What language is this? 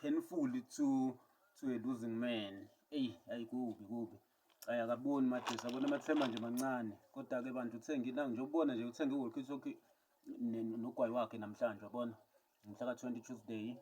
Zulu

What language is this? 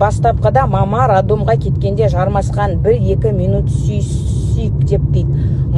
Kazakh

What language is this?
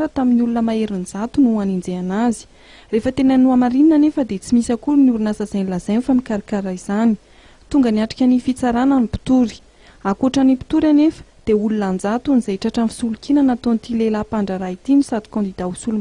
Malagasy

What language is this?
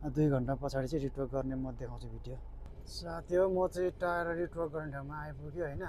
Nepali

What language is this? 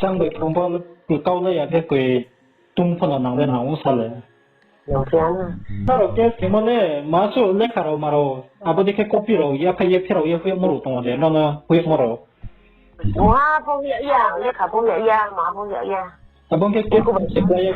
Riang (India)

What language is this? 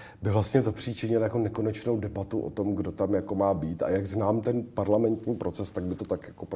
Czech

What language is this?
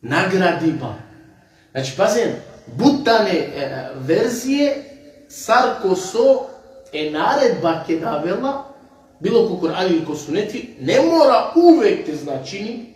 Balkan Romani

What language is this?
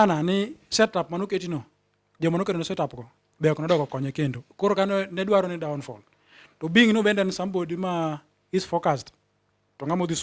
Luo (Kenya and Tanzania)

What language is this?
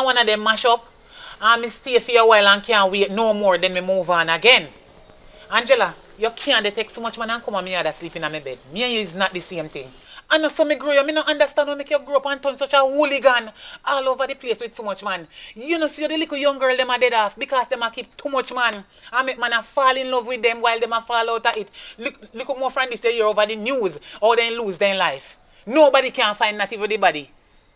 Jamaican Creole English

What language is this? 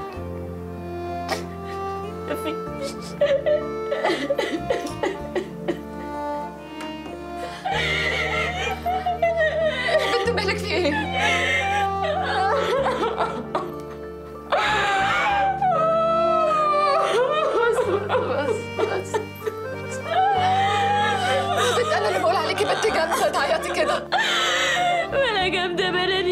Egyptian Arabic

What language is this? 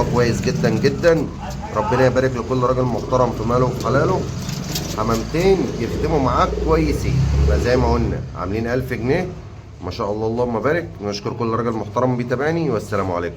Egyptian Arabic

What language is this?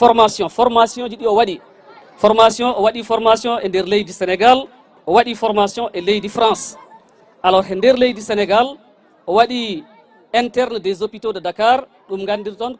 Fula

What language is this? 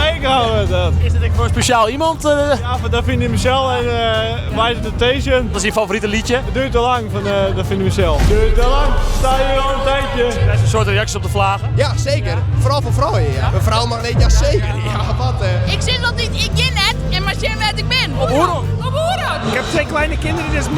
Western Frisian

